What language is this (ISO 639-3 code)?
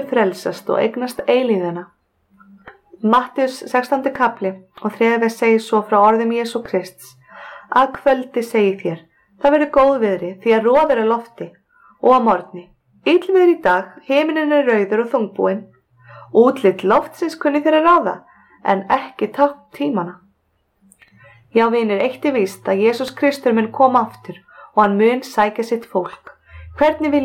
isl